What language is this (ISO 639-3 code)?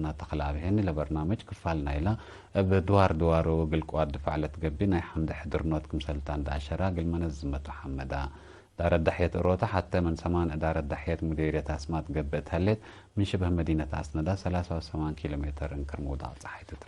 tig